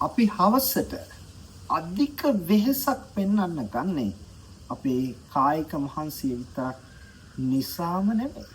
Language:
Sinhala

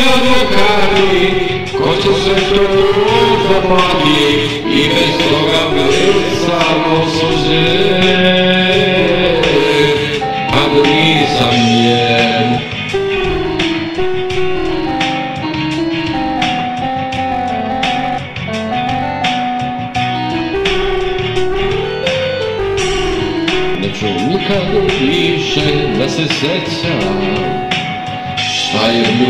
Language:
Serbian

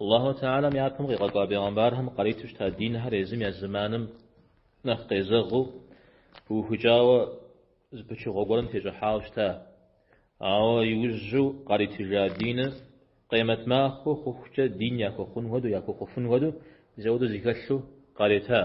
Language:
Kabardian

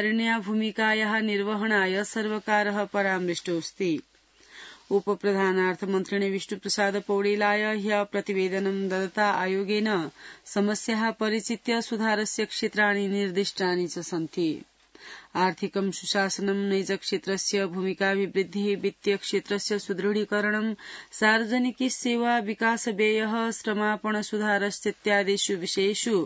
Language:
Sanskrit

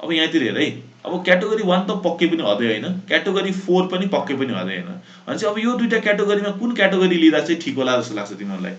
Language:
Nepali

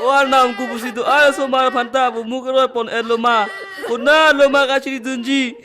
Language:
Karbi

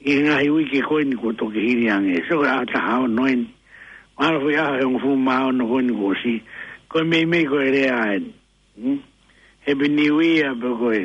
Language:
Tongan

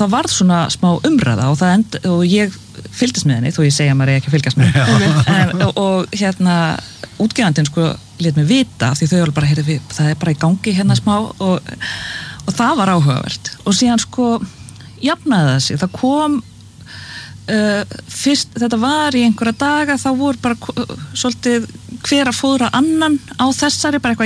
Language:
Icelandic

